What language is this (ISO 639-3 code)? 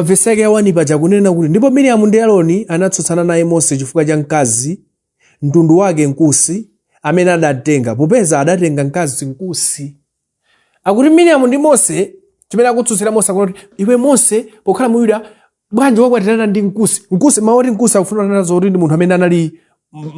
nya